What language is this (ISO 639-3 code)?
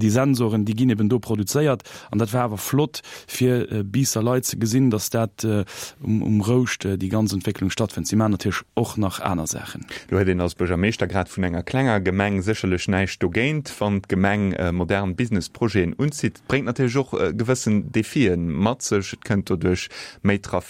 ltz